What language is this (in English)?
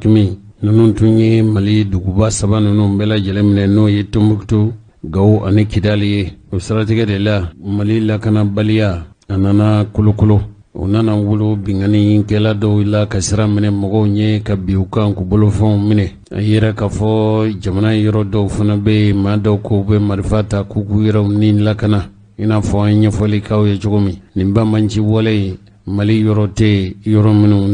Bambara